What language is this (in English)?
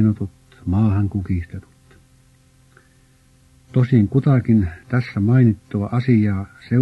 Finnish